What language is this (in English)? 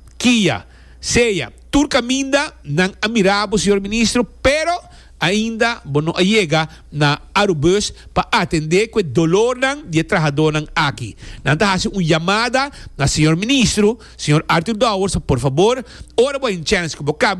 Papiamento